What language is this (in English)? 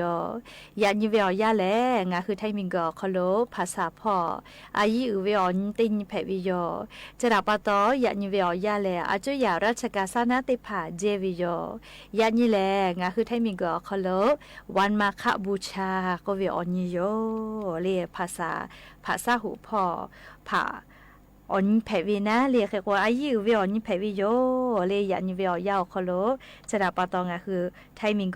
Lahu